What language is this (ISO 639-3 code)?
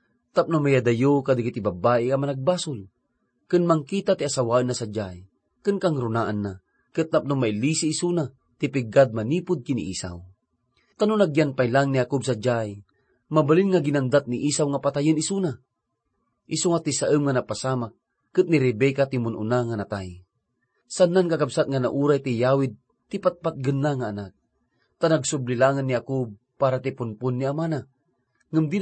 ilo